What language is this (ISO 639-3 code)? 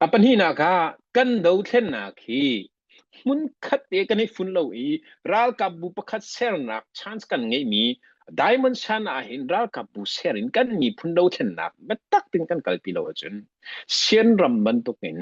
cnh